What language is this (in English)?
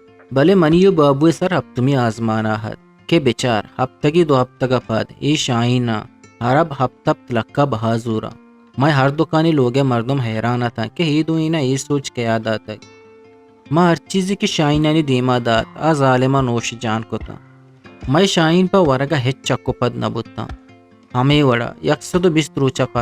Eastern Balochi